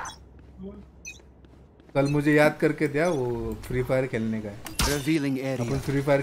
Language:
Hindi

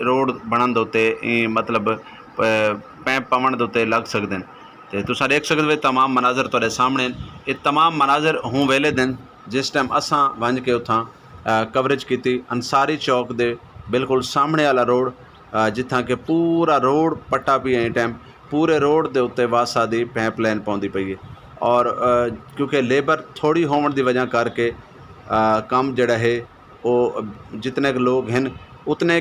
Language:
Saraiki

